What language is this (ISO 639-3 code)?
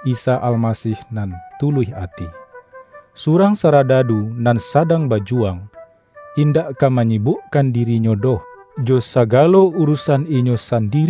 min